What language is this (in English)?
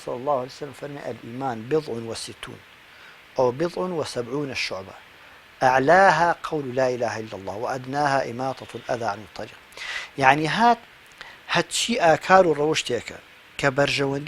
Central Kurdish